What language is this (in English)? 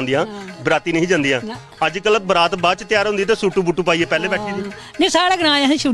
Dogri